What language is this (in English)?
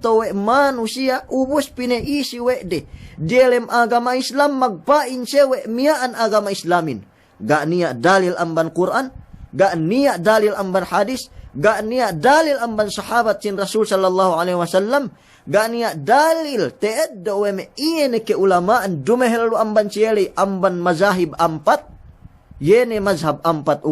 Yakan